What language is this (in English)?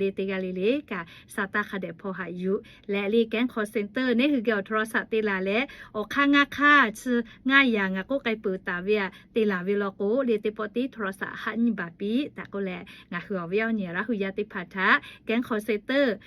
Lahu